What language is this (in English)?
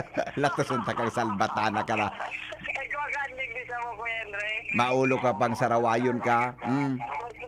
Bikol